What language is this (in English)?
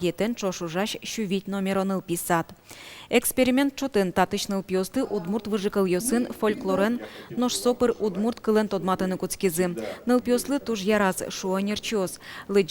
Udmurt